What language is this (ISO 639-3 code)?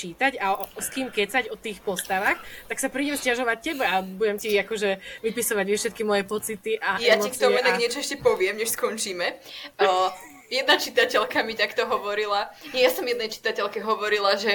slk